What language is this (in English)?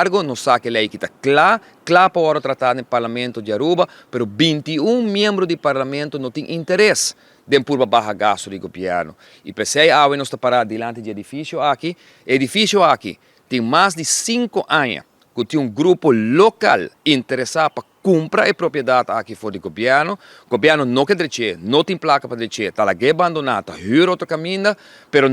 Papiamento